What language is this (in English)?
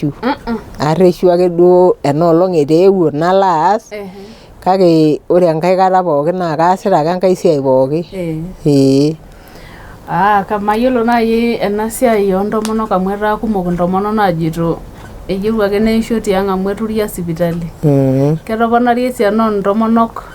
Masai